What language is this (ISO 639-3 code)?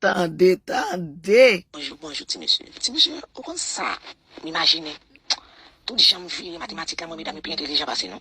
hat